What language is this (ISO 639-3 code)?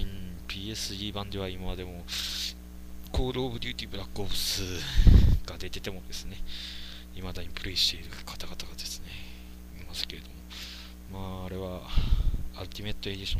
jpn